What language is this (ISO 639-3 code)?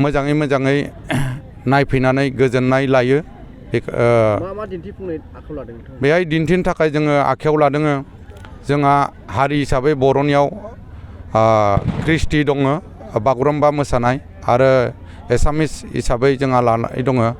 brx